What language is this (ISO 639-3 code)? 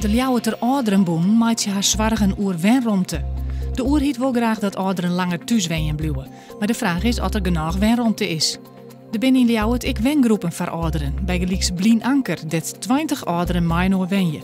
fry